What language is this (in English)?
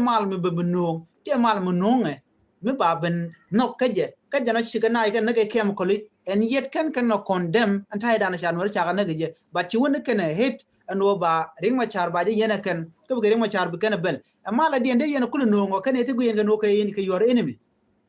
Nuer